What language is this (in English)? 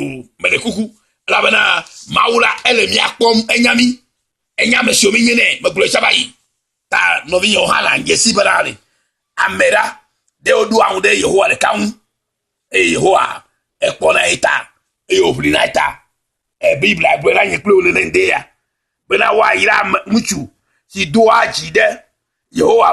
Ewe